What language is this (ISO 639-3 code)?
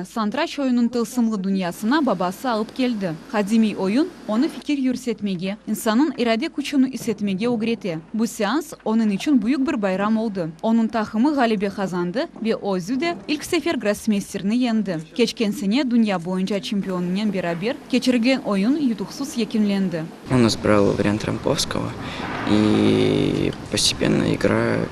crh